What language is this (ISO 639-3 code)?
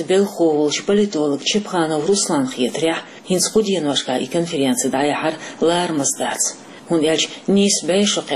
che